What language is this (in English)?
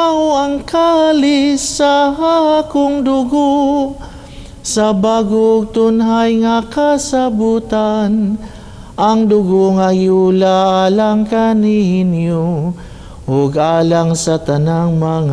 Cebuano